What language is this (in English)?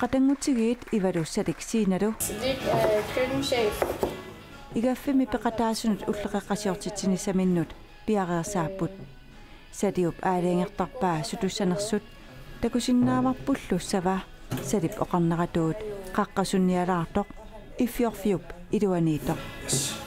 Kalaallisut